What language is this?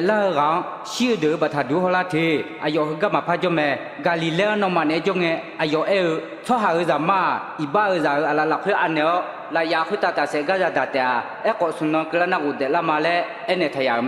Akha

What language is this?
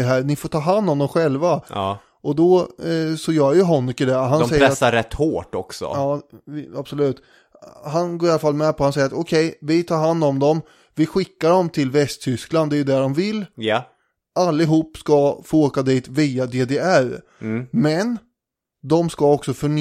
Swedish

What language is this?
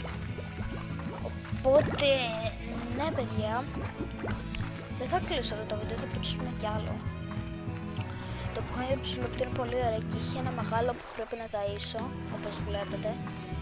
Greek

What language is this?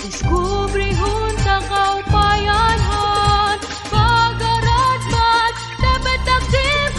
Waray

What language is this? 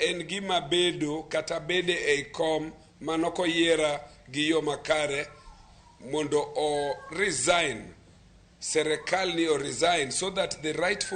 Luo (Kenya and Tanzania)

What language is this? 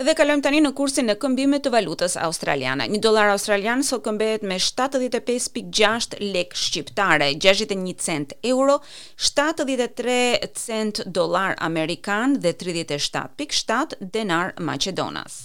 Albanian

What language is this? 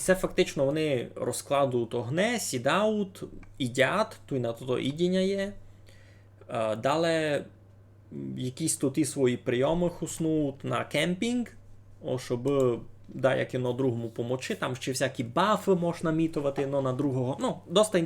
Rusyn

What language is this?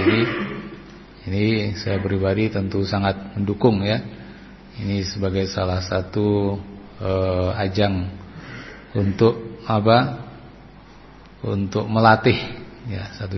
Indonesian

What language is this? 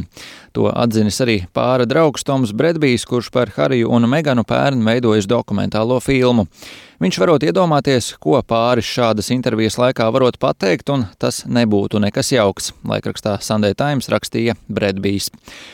Latvian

